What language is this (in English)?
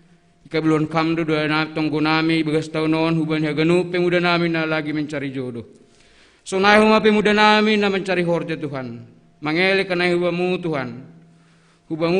Batak Simalungun